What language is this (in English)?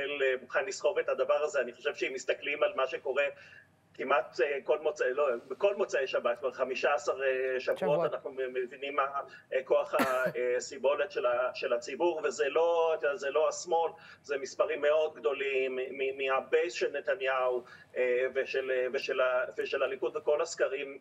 Hebrew